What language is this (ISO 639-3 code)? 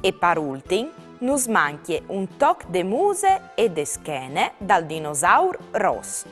fur